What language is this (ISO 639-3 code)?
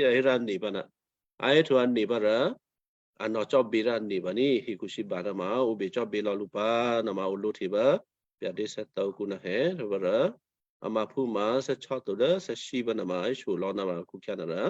kyu